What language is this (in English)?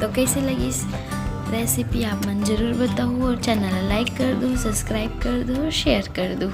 Chhattisgarhi